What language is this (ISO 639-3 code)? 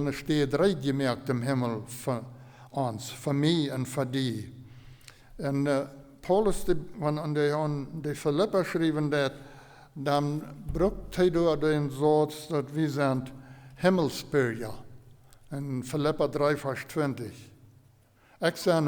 pdt